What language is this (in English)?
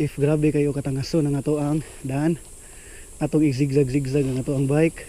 Cebuano